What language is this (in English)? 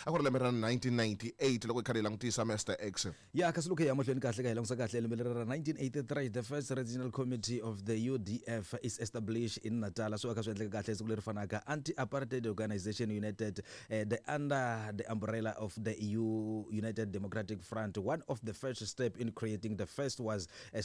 Tsonga